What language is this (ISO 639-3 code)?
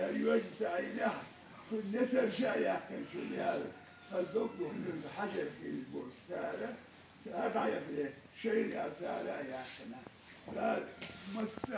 che